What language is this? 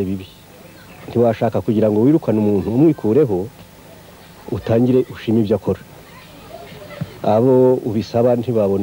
Kinyarwanda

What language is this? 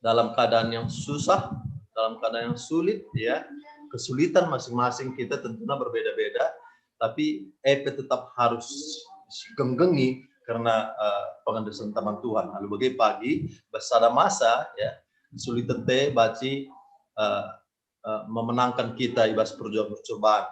Batak Karo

